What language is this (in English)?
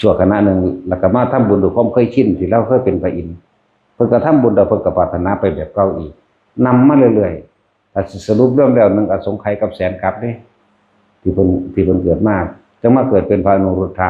Northeastern Thai